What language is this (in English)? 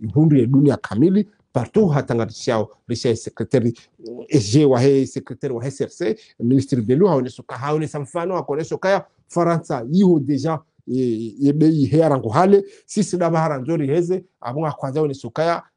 Swahili